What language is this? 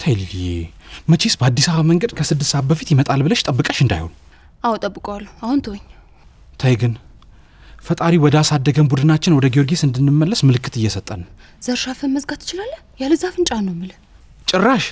Amharic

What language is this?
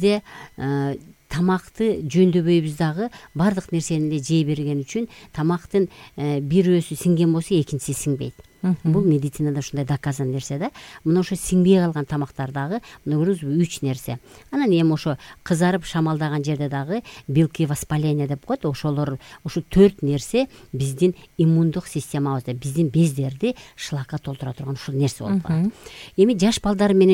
Kyrgyz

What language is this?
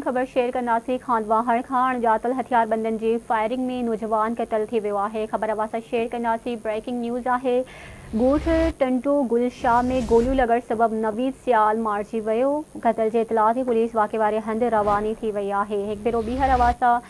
Sindhi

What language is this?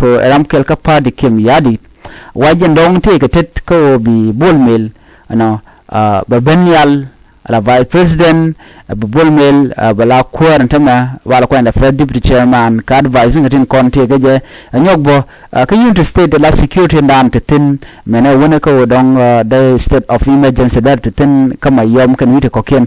Nuer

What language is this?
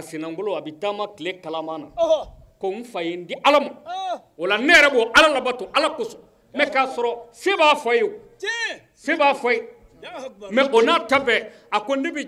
Bambara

